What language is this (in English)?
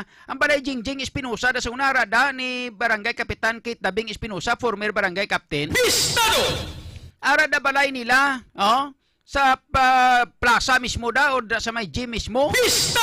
Hiligaynon